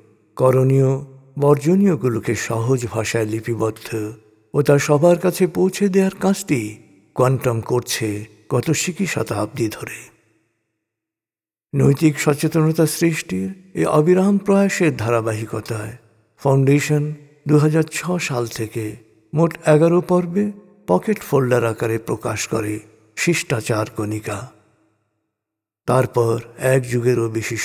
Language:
Bangla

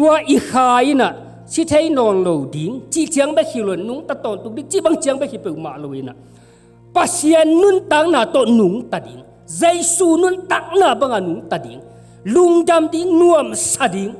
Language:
Tedim Chin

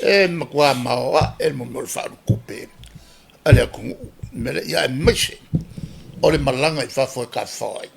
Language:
Samoan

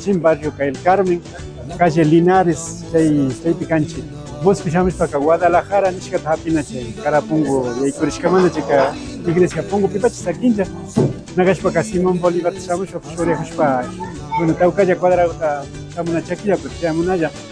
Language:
Imbabura Highland Quichua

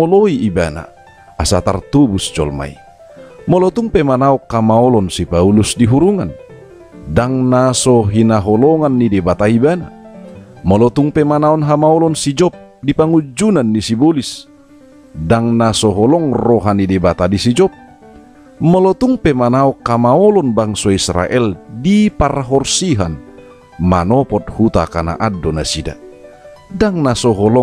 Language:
Batak Toba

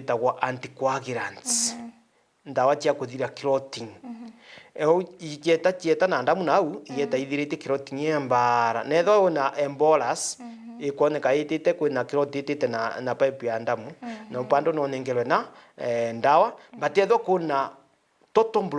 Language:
Meru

